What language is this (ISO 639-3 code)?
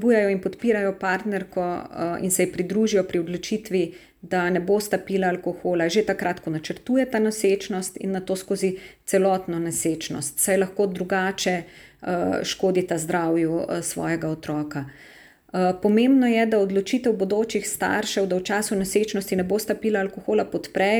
slv